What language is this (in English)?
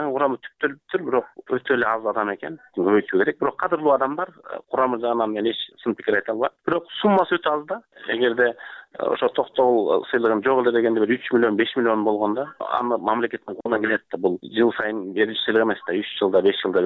Kyrgyz